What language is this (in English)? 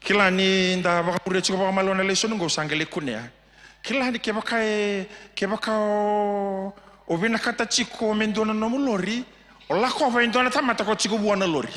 Fijian